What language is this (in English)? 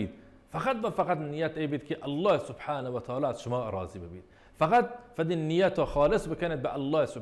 Baluchi